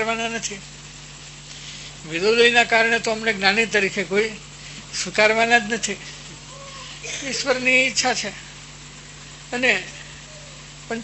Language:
Gujarati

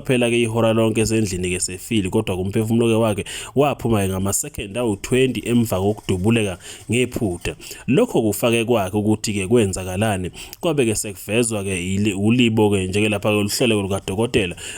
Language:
Zulu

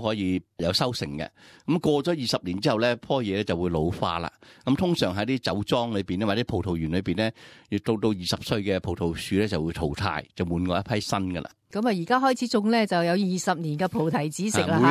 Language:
Cantonese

